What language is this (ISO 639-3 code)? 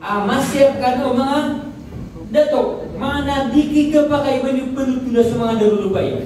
mrw